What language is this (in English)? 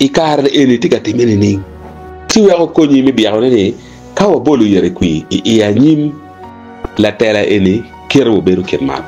Acoli